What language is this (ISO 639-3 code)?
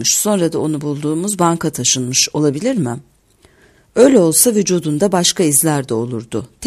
tur